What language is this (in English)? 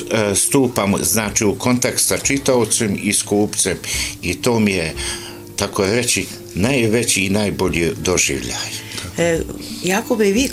Bosnian